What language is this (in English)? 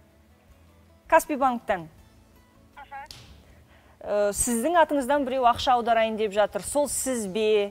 Kazakh